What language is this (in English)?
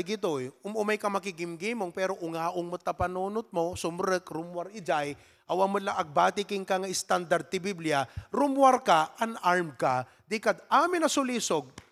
Iloko